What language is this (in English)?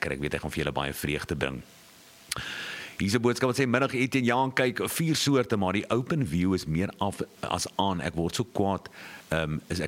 Afrikaans